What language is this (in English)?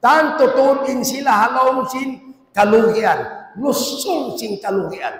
Tausug